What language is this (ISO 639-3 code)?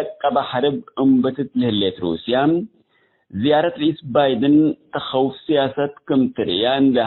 tig